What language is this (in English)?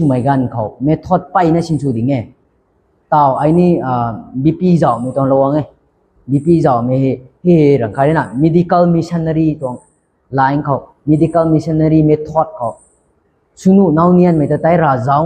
Rongmei Naga